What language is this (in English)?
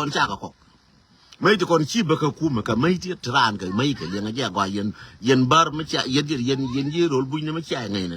Nuer